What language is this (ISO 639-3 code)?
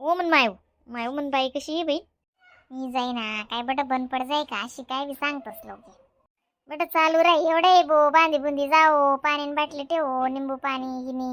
khn